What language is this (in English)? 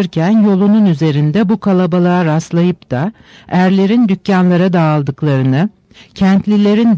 Turkish